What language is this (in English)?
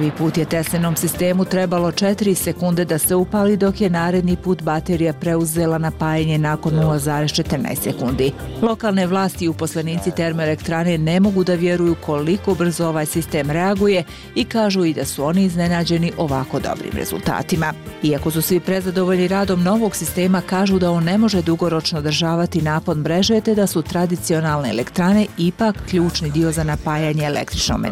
Bosnian